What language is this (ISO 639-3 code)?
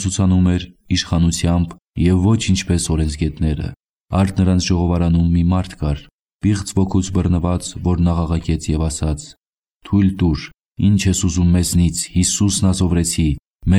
hye